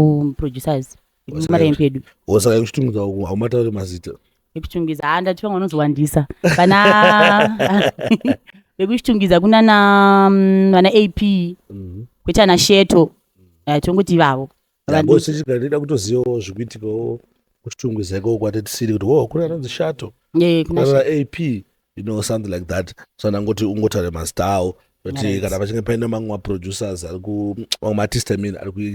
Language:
Shona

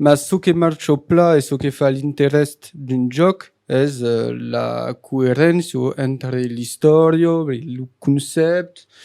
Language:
Occitan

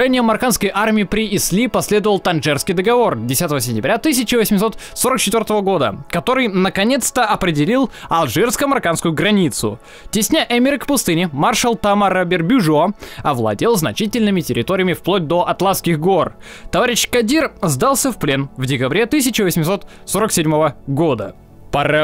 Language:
Russian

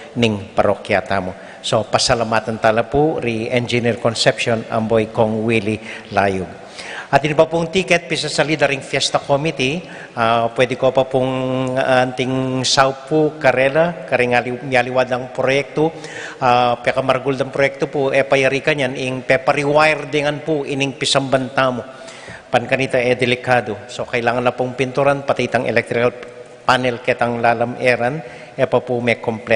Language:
Pampanga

